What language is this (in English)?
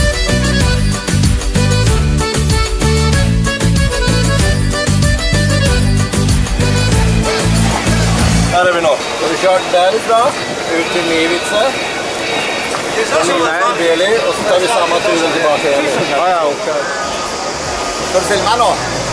Swedish